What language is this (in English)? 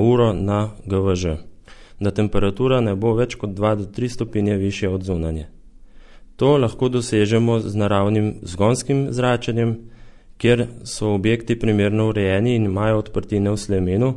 Slovenian